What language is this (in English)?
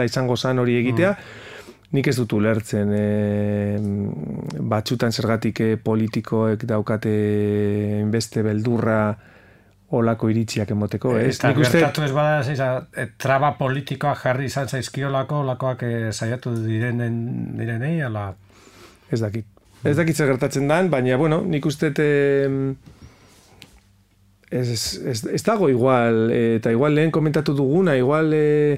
Basque